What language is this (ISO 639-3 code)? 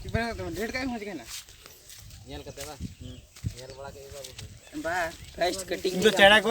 sat